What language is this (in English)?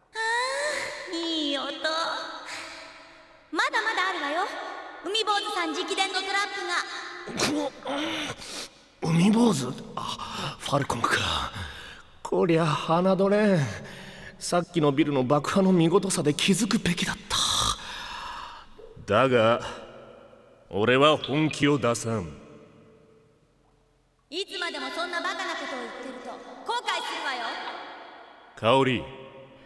Japanese